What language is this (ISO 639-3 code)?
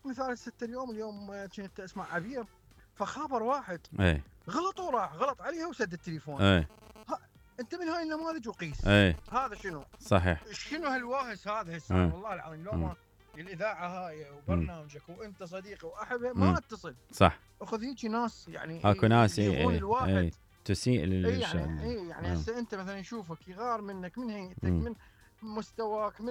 acm